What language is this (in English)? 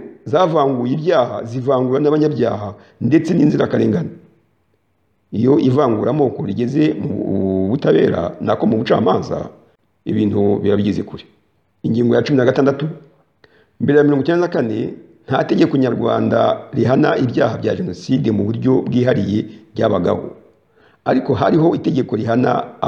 Kinyarwanda